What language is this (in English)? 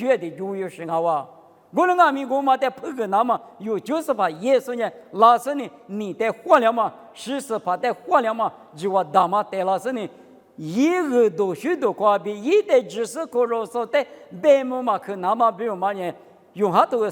Lisu